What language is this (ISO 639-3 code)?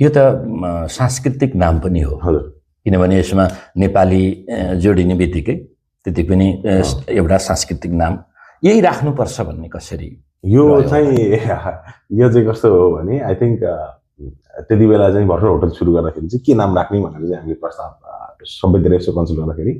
nep